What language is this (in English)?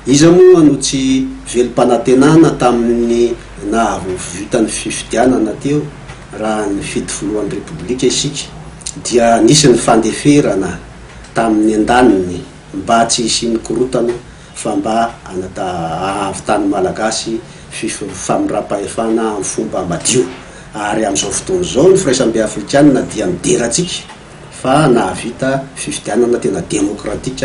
Malagasy